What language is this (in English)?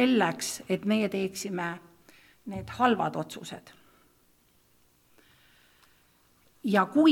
Estonian